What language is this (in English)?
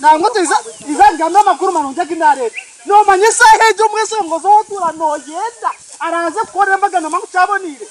Nyankole